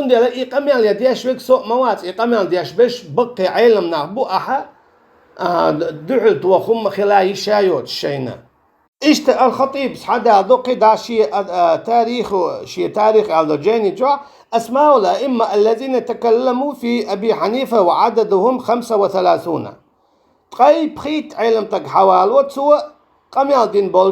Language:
Chechen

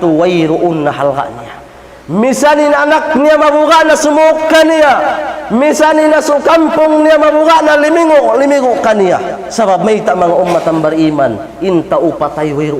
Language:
Tausug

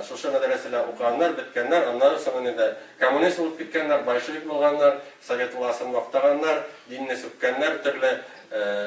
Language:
Tatar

